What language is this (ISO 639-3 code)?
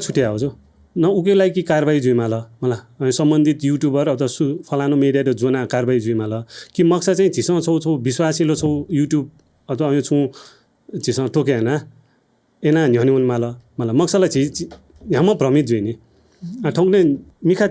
new